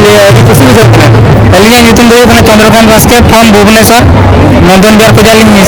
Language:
Santali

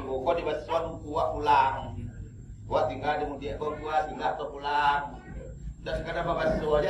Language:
Minangkabau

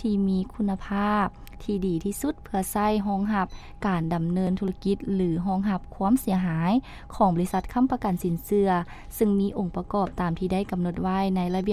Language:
Lao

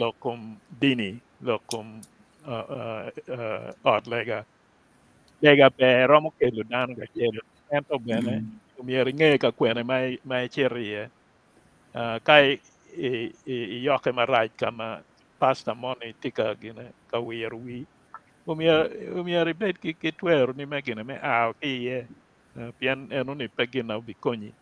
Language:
Acoli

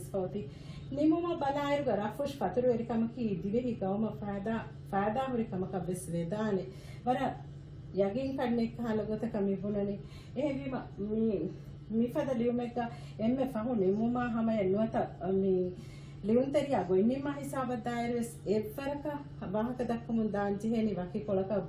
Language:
Divehi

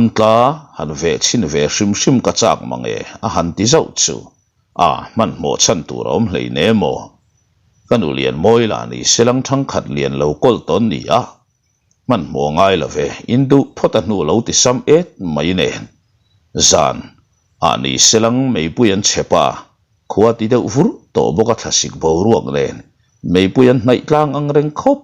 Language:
Mizo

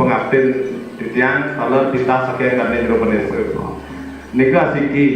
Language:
Balinese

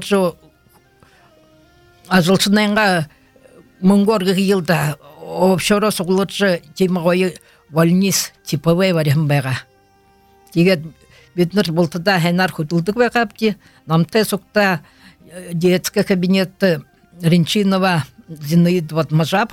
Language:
Buriat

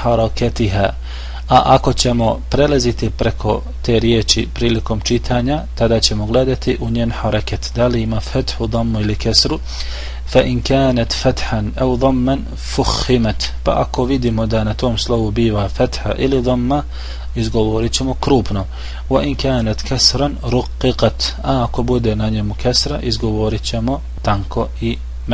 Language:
Bosnian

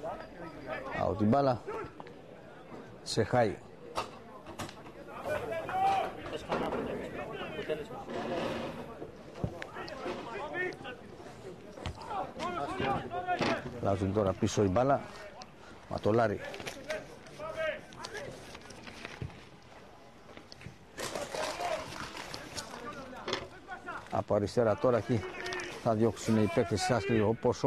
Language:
Greek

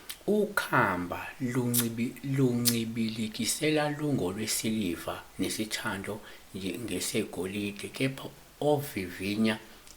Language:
Zulu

